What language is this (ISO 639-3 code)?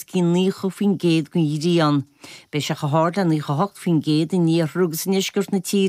gle